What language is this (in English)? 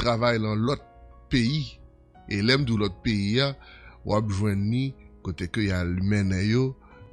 Haitian Creole